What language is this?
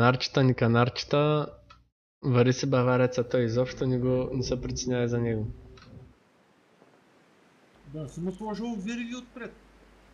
Bulgarian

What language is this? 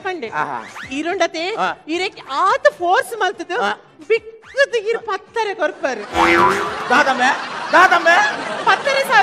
Tulu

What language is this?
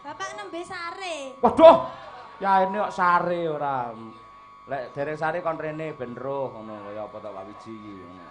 Javanese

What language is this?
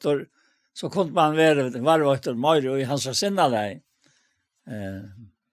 Faroese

